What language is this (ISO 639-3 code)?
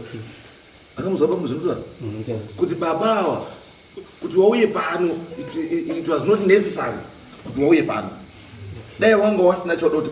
sna